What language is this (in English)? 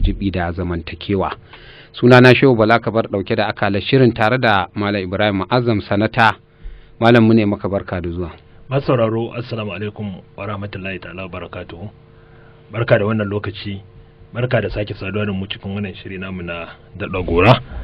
Hausa